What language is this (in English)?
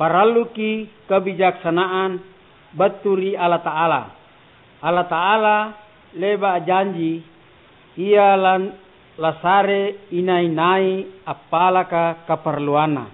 Makasar